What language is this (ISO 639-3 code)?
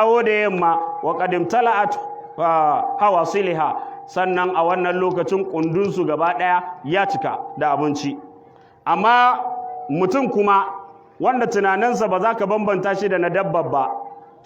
hau